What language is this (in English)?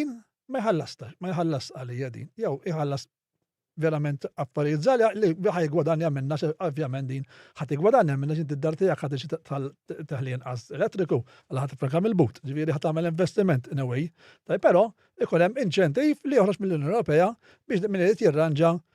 Maltese